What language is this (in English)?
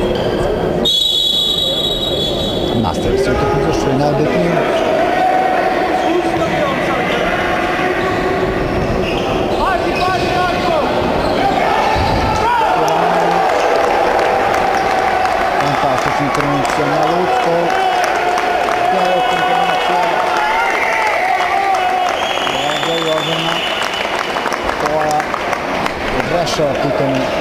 Serbian